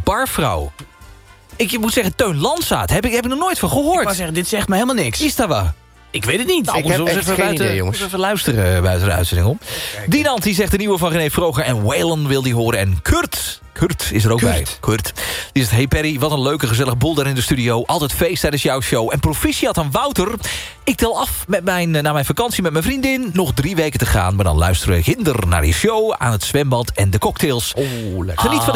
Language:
Dutch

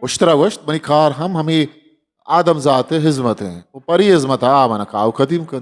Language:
Eastern Balochi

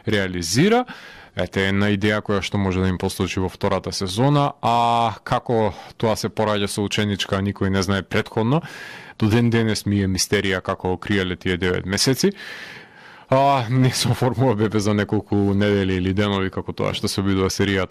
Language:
Macedonian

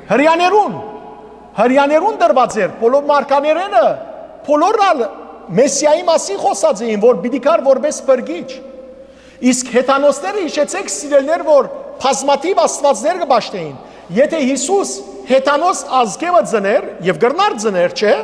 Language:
Western Armenian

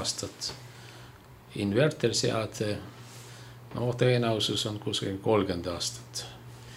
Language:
Estonian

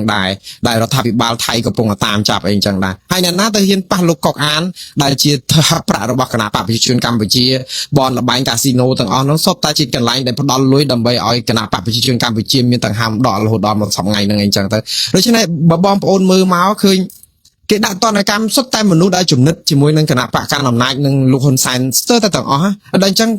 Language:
Khmer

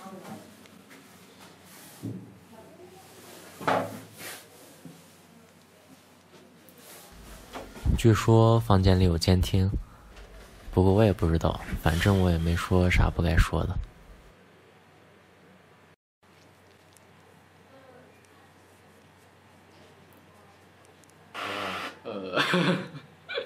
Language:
Chinese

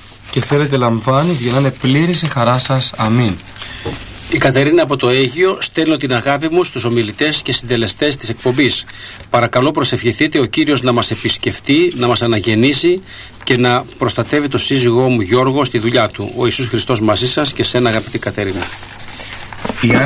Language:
Greek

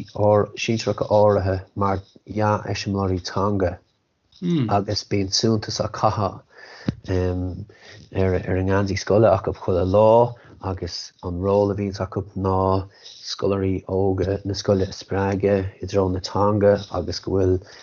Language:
Irish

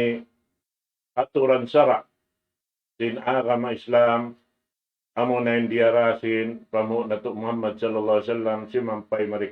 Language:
Tausug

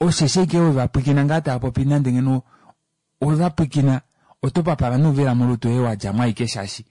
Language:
Kuanyama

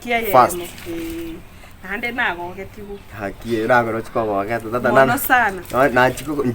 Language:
Gusii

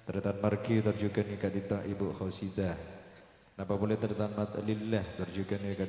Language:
Madurese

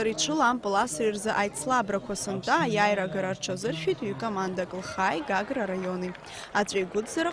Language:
Abkhazian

